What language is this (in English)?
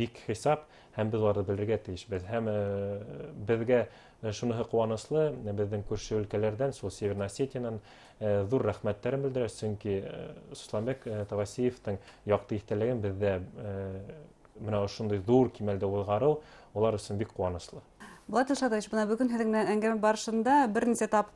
Bashkir